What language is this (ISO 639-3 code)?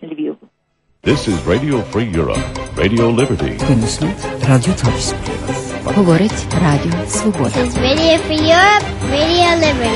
ukr